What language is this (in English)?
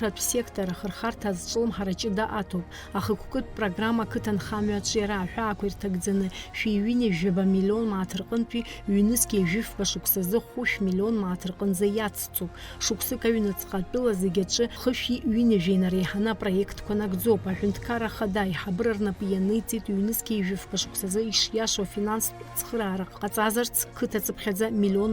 Abkhazian